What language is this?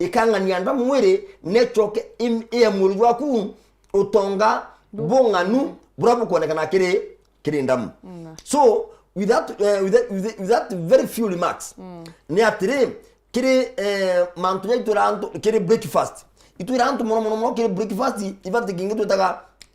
Meru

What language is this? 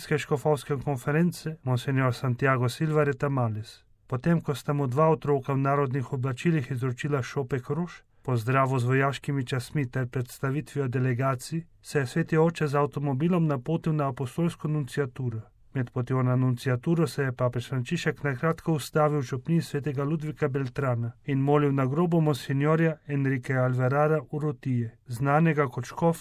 Slovenian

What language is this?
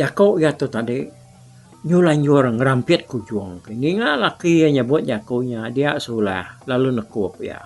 Iban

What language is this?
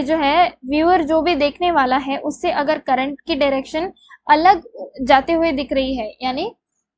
Hindi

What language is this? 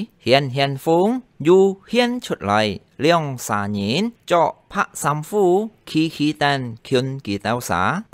Hakka Chinese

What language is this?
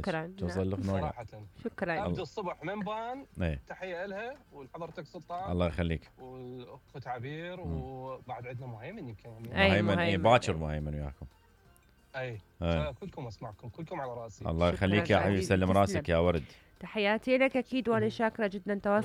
Mesopotamian Arabic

